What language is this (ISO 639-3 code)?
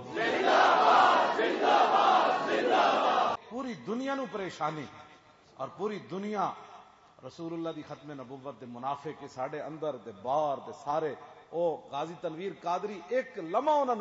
lah